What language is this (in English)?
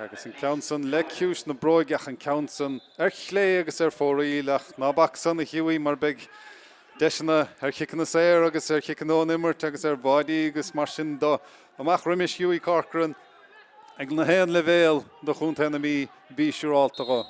Irish